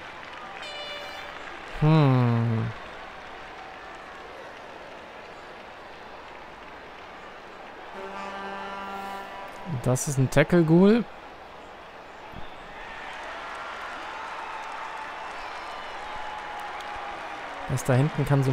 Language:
German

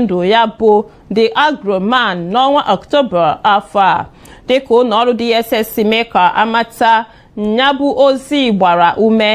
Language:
Igbo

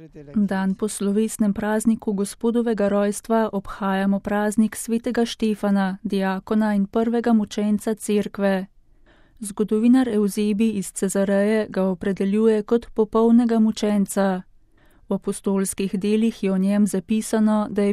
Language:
Slovenian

